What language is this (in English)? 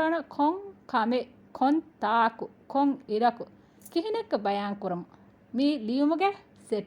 Divehi